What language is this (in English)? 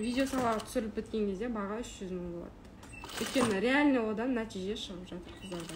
Kazakh